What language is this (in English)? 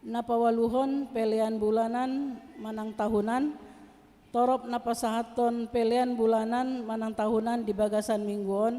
Batak Toba